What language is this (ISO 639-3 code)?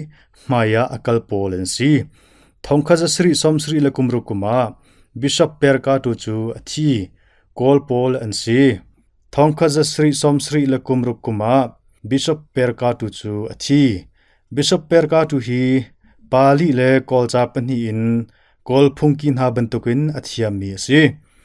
cnh